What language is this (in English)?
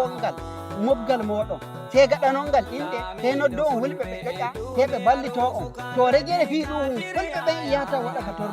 Nigerian Fulfulde